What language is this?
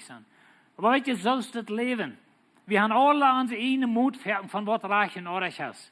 Plautdietsch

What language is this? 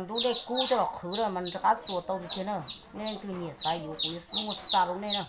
Hmong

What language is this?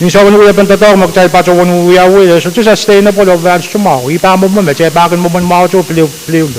Pohnpeian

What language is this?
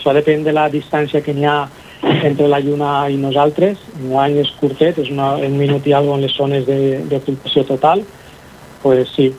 Catalan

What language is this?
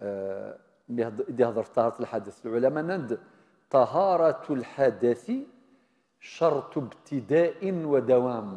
Kabyle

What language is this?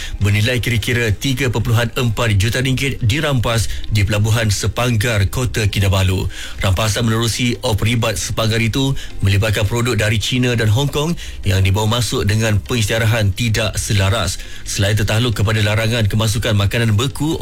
Malay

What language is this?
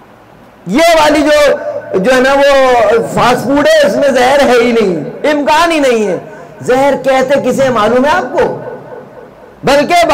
Urdu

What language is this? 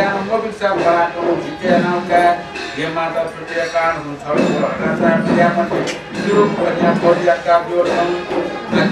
Newari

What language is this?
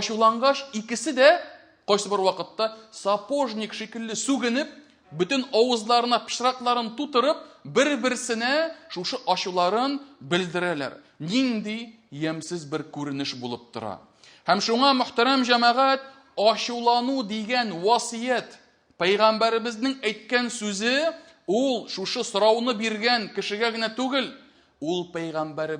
Tatar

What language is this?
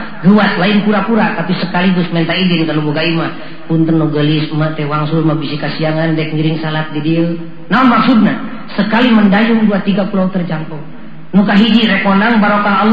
Sundanese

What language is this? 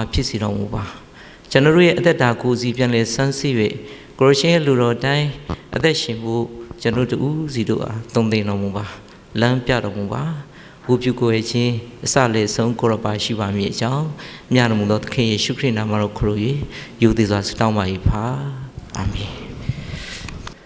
Burmese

